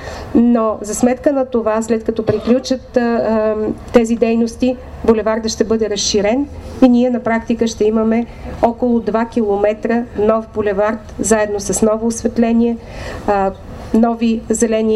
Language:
Bulgarian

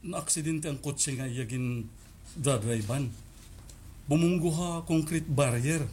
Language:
Waray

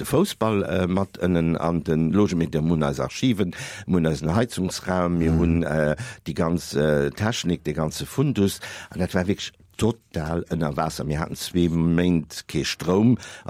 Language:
Luxembourgish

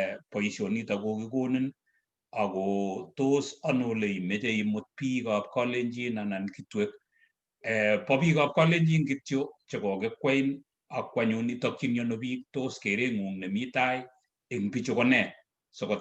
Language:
Kalenjin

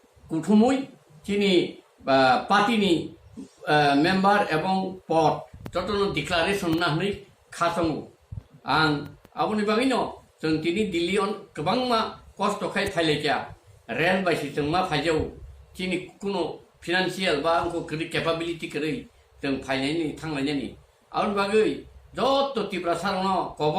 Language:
Kok Borok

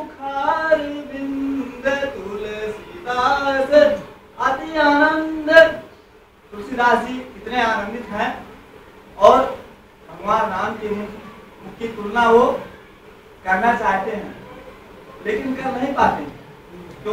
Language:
Hindi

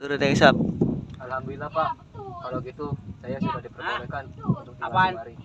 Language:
Betawi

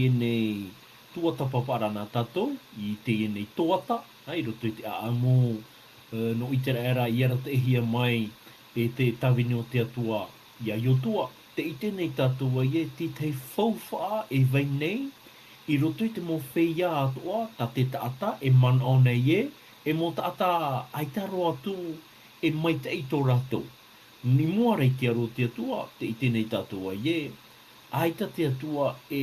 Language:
Tahitian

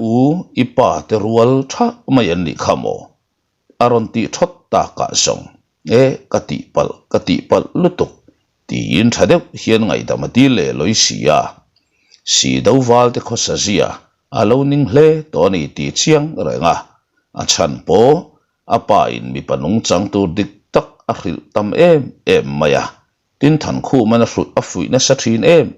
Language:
Mizo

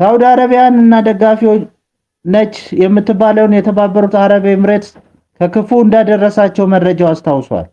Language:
Amharic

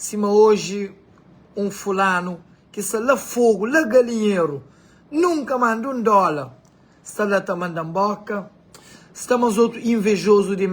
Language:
Kabuverdianu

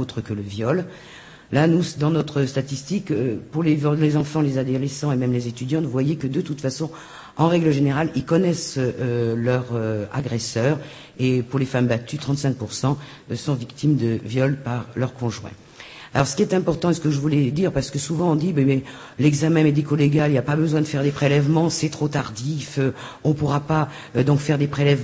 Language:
French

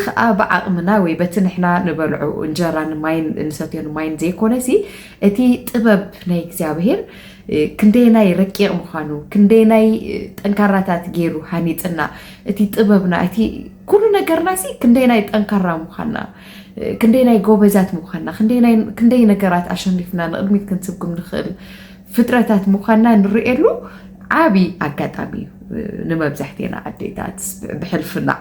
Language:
Tigrinya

